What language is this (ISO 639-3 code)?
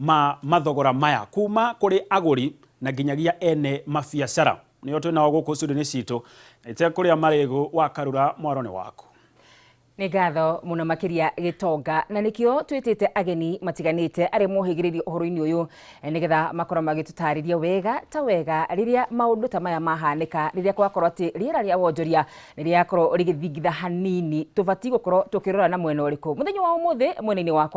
kik